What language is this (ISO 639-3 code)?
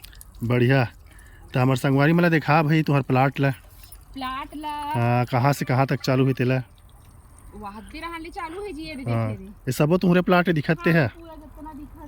hne